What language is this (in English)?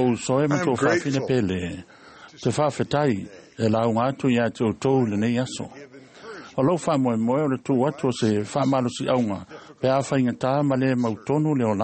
Samoan